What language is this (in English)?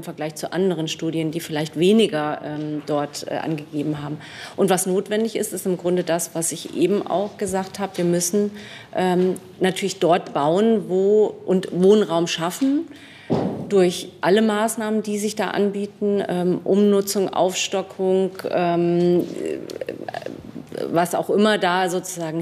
German